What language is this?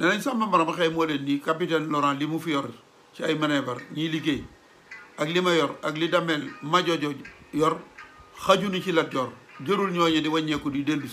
Wolof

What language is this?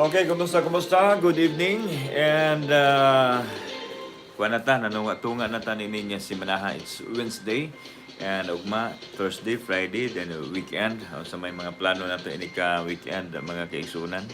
Cebuano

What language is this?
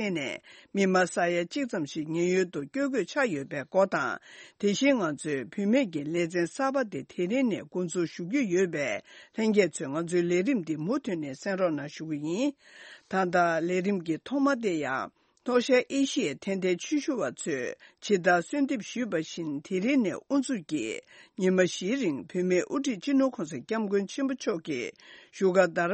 Tibetan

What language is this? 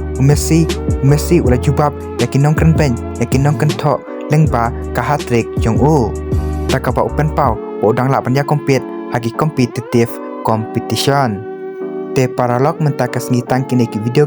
Khasi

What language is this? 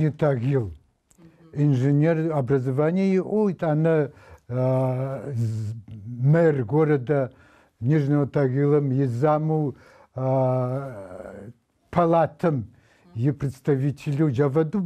Adyghe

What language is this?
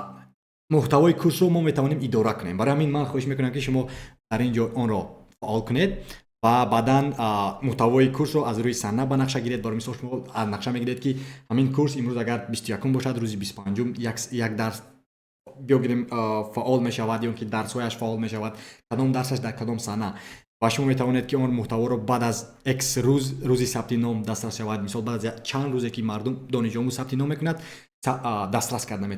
Tajik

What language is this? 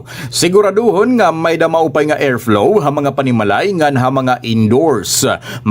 Waray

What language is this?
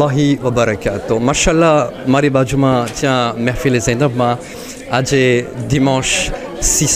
Gujarati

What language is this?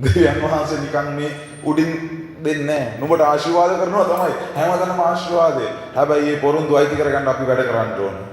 Sinhala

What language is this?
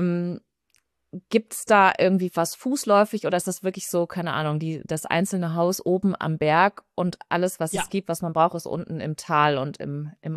German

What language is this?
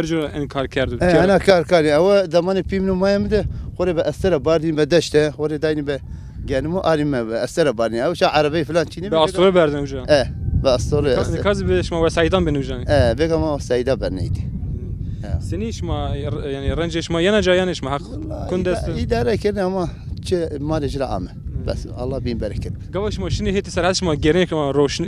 Zaza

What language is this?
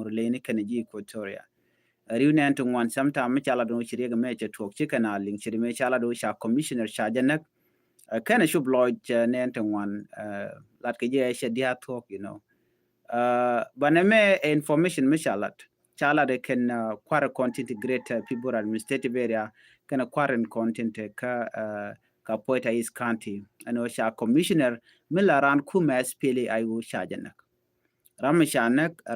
Nuer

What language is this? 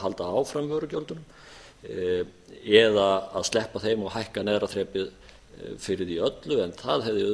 Icelandic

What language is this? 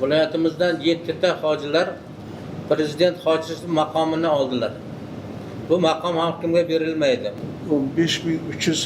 Uzbek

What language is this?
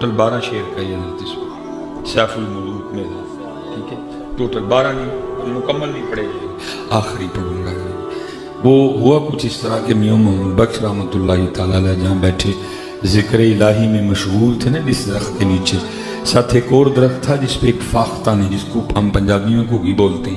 Urdu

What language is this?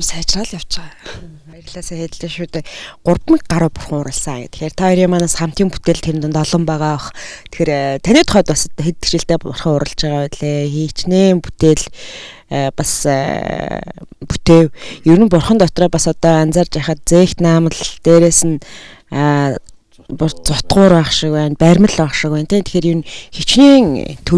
Mongolian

